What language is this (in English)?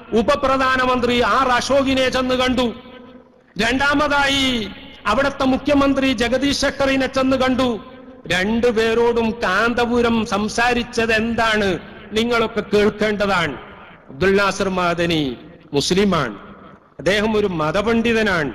Malayalam